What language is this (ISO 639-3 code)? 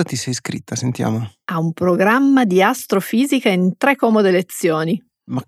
ita